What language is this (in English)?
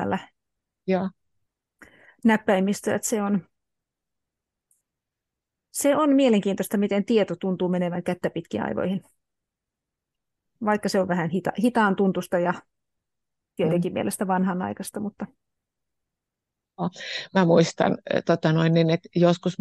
Finnish